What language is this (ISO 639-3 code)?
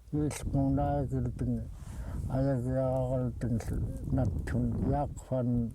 esu